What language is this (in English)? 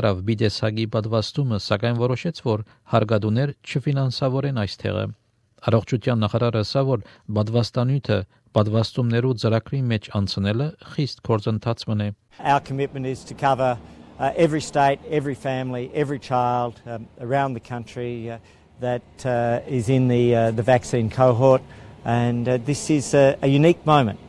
Armenian